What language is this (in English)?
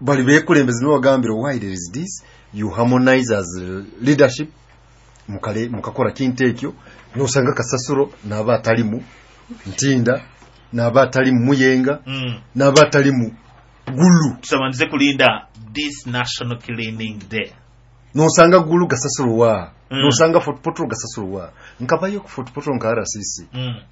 Nyoro